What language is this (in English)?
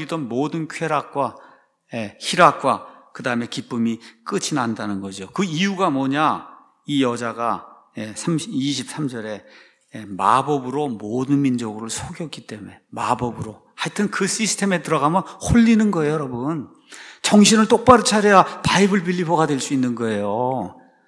Korean